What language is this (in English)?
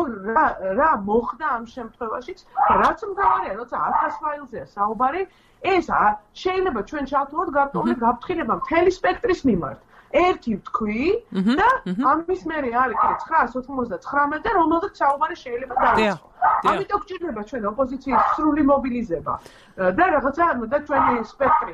Georgian